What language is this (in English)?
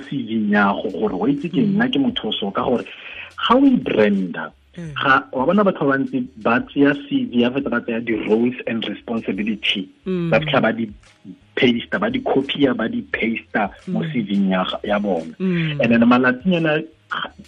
Tswana